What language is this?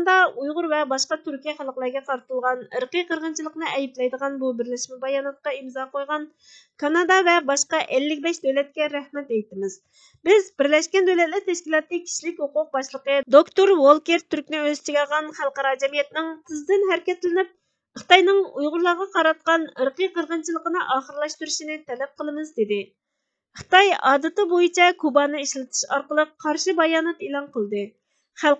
Uyghur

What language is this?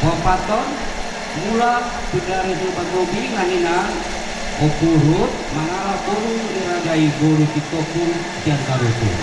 Batak Toba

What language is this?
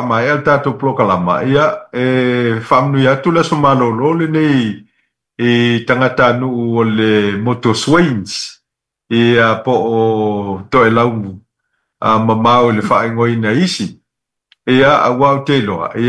Samoan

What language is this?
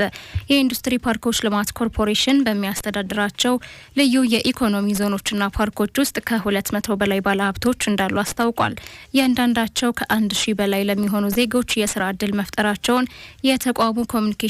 Amharic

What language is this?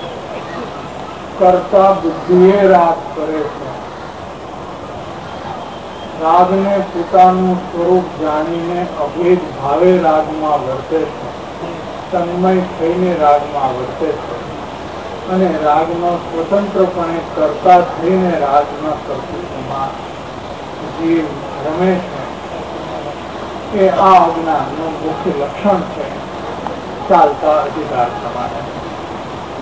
Gujarati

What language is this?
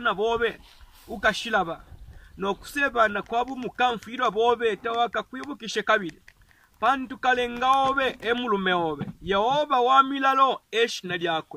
Bemba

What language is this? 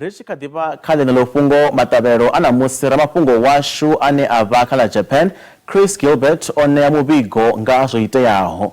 Venda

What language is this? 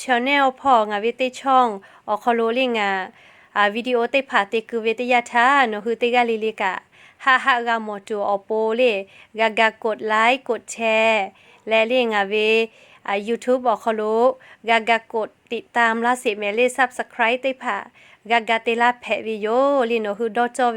Lahu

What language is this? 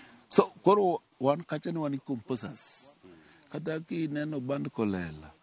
Luo (Kenya and Tanzania)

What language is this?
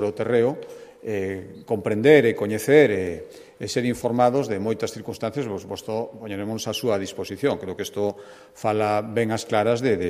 Galician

